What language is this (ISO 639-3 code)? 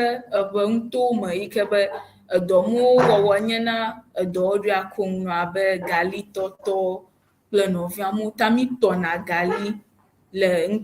ewe